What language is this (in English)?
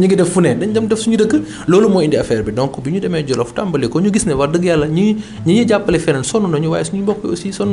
Wolof